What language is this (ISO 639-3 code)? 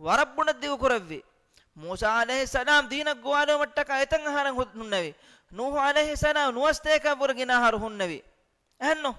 div